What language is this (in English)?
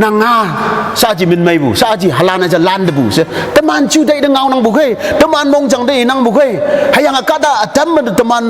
Konyak Naga